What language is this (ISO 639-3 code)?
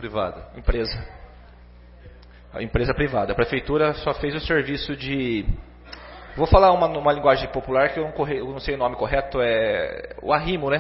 por